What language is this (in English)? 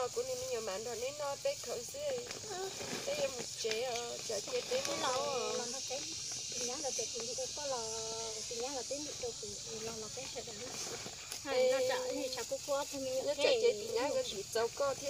Vietnamese